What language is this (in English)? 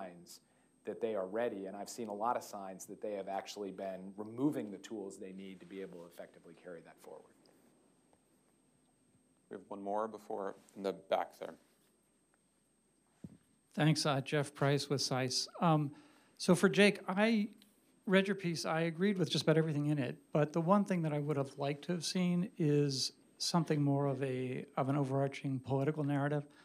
English